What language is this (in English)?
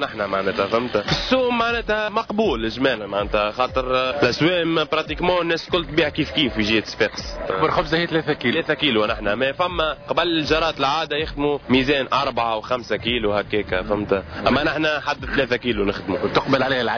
Tunisian Arabic